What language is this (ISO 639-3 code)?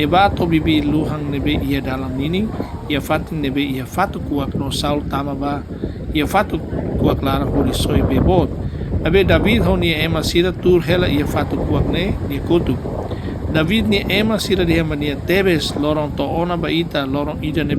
tet